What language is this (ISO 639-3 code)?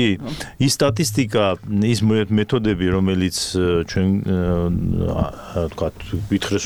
kat